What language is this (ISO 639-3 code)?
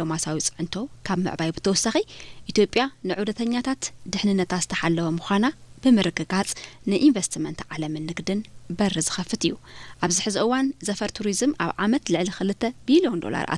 tir